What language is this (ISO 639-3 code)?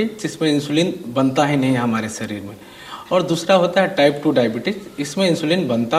hin